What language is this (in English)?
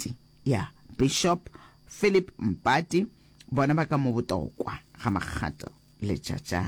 Northern Sotho